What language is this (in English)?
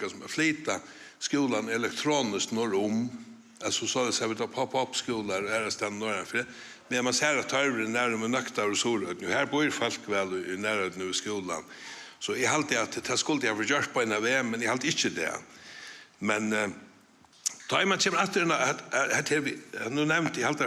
Faroese